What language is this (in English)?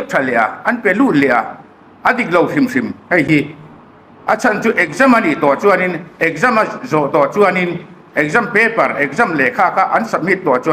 Hmar